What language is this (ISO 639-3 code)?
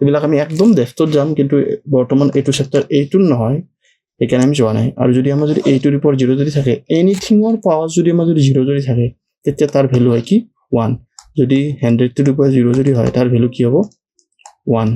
asm